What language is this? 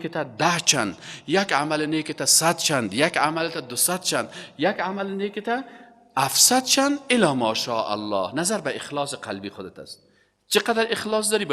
Persian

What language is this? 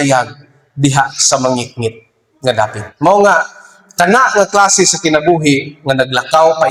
Cebuano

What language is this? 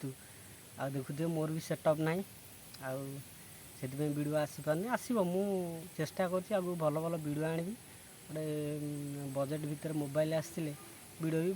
Odia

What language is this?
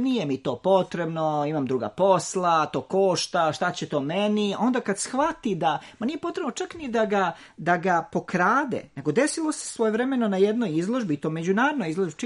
Serbian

